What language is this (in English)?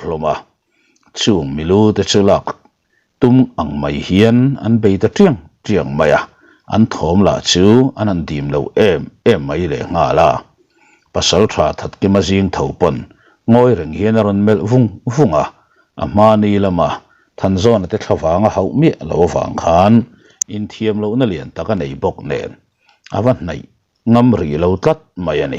Mizo